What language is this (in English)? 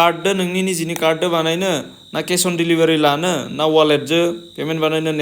Bodo